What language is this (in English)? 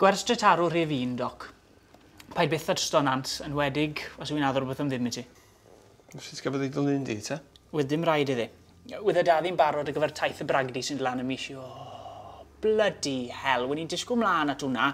Welsh